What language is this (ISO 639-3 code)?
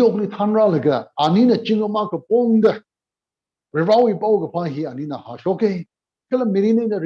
nmf